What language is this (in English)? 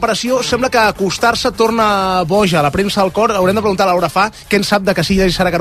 Catalan